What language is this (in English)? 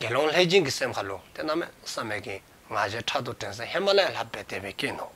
Dzongkha